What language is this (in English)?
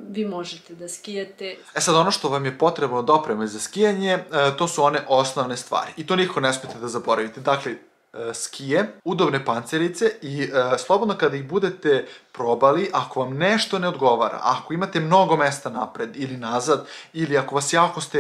Serbian